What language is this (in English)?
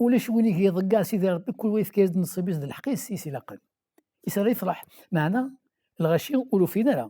Kabyle